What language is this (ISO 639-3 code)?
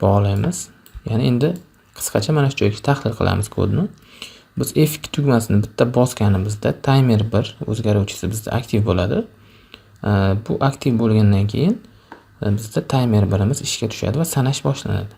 uzb